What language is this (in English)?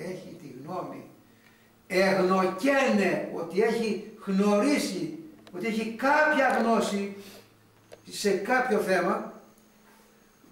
Greek